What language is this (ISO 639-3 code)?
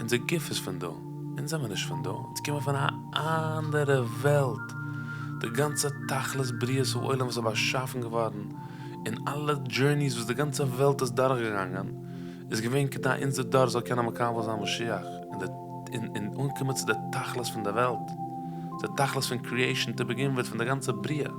yid